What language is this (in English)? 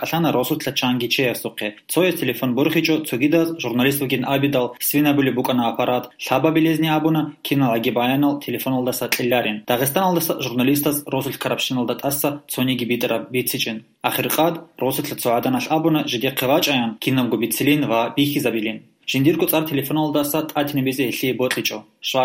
Avaric